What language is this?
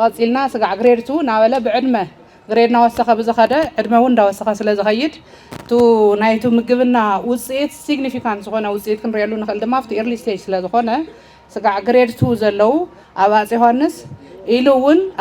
Tigrinya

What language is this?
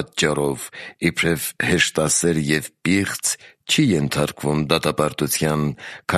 Armenian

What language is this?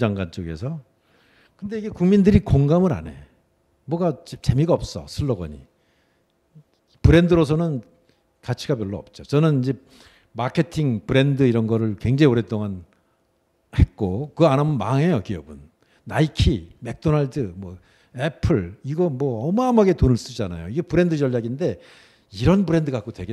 Korean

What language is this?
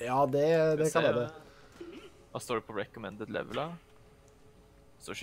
Norwegian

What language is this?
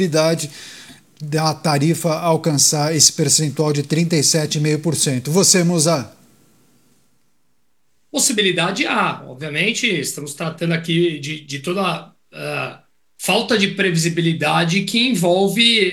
Portuguese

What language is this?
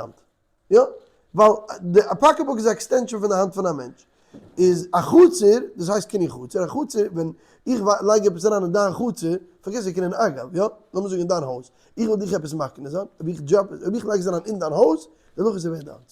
Yiddish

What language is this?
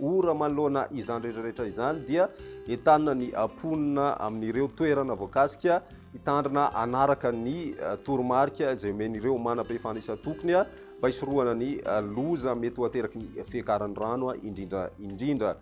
Malagasy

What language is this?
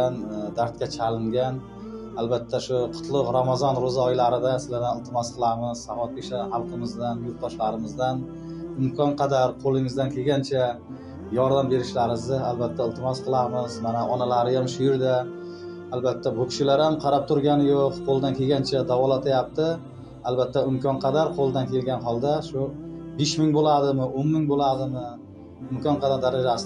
Uzbek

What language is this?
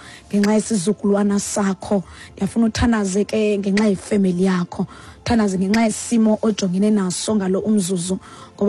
Xhosa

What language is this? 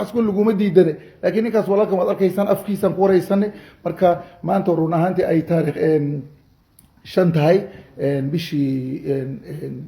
Somali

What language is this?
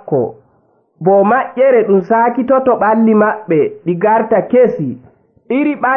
Nigerian Fulfulde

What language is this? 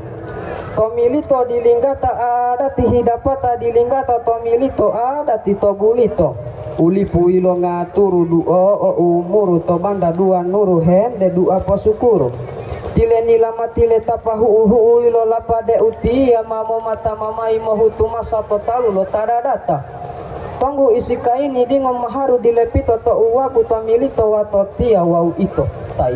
Gorontalo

